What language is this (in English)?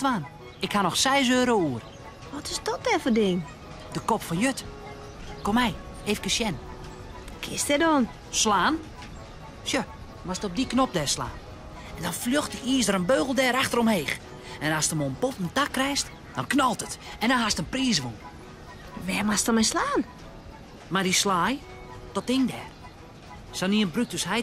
Western Frisian